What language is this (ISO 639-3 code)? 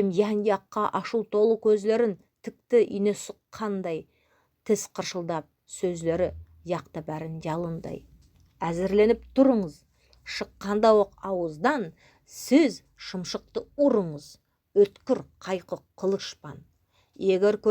nog